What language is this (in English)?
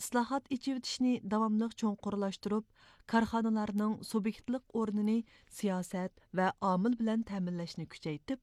Uyghur